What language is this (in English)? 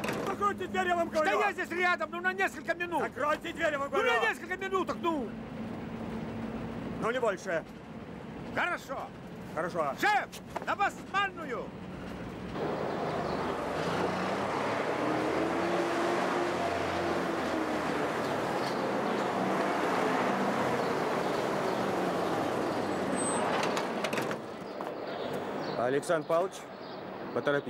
Russian